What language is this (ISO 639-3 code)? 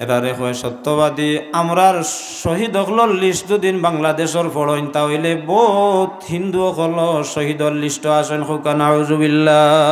syl